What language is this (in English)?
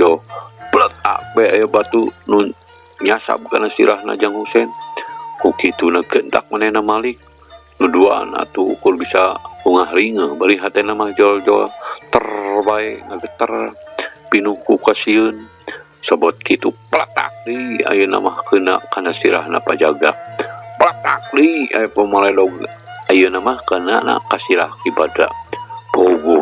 Sundanese